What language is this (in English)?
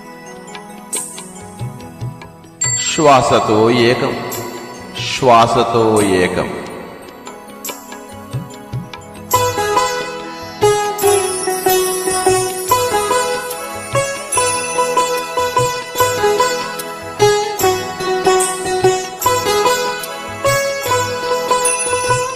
Telugu